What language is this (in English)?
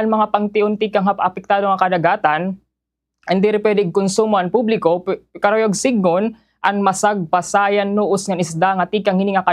Waray